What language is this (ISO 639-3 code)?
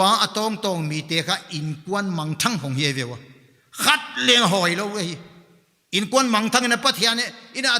pck